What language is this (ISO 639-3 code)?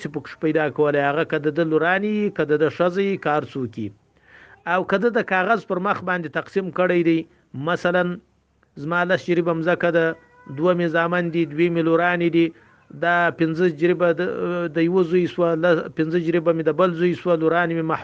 pus